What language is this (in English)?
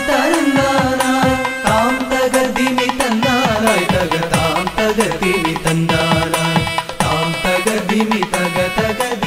Malayalam